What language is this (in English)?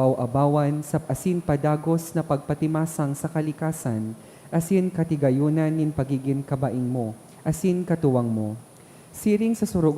Bikol